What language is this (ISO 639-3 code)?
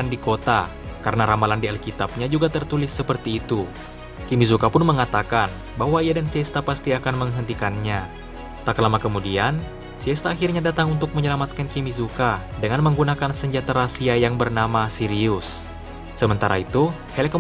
ind